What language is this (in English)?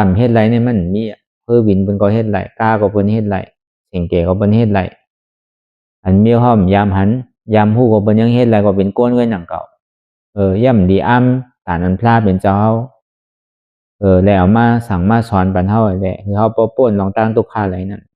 Shan